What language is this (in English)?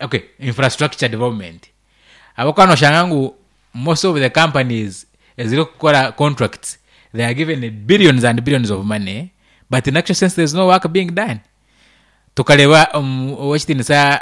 Nyankole